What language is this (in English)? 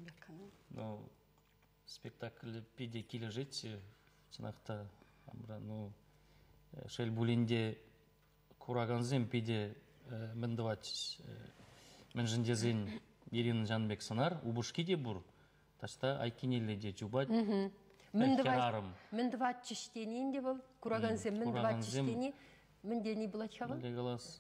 Chuvash